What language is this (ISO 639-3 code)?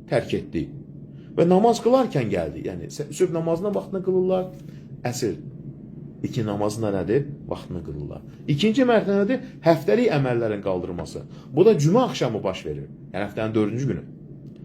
aze